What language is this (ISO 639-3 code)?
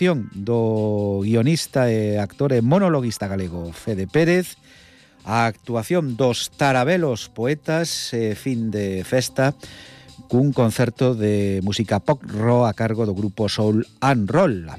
glg